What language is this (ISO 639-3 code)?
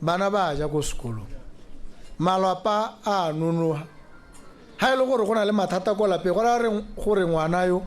tsn